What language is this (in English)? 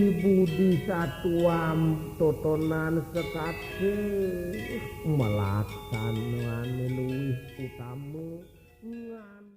Balinese